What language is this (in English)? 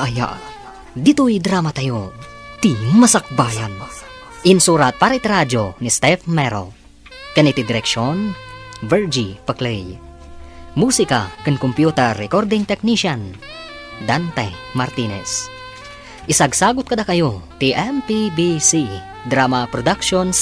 Iloko